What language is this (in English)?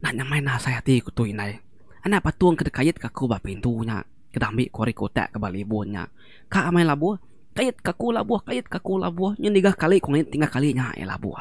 Iban